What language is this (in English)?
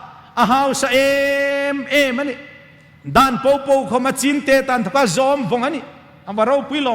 Hmar